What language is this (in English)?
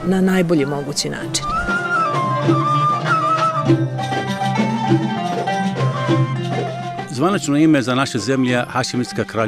Serbian